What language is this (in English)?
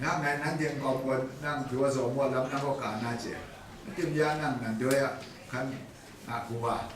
Kachin